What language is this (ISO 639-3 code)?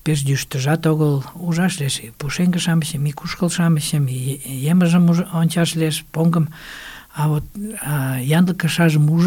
chm